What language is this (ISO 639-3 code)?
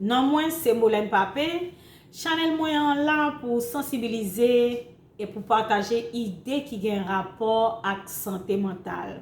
hat